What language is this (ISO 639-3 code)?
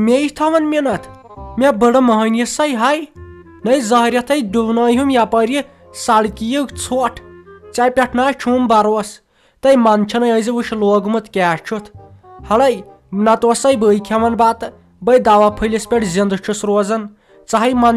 kas